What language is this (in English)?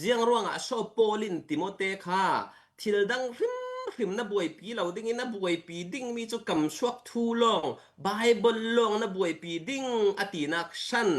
Falam Chin